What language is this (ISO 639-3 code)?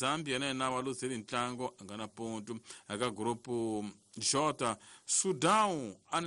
tso